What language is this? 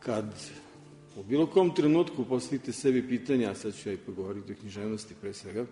Serbian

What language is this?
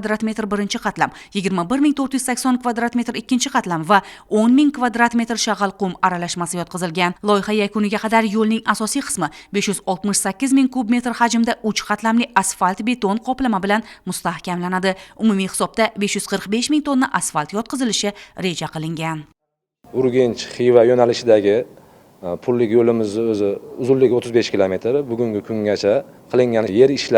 Uzbek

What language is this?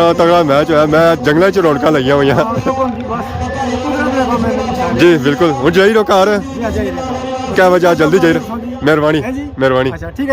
Pahari-Potwari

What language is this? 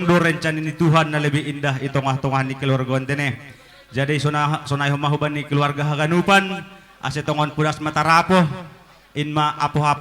Batak Simalungun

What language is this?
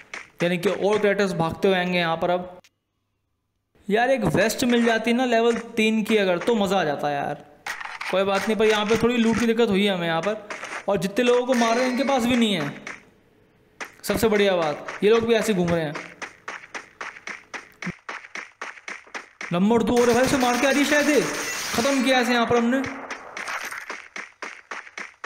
Hindi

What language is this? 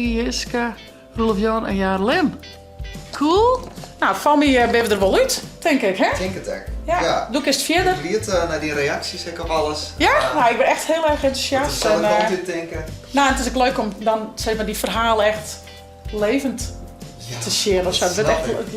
Western Frisian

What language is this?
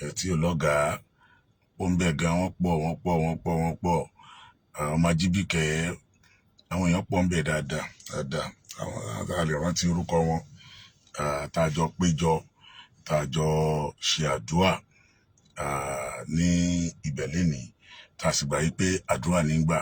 Yoruba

